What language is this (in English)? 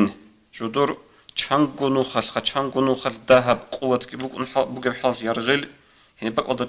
Avaric